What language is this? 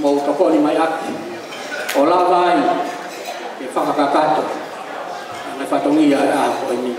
Tongan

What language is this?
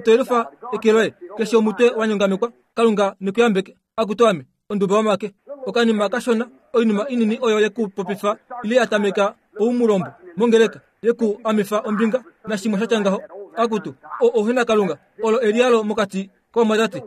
Kuanyama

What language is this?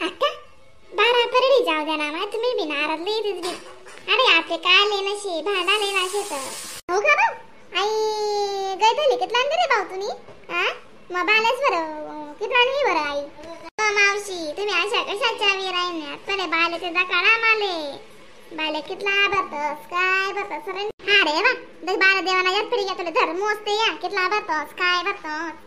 Khandesi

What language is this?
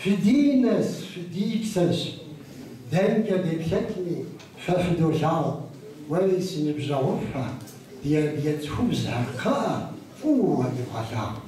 Kabardian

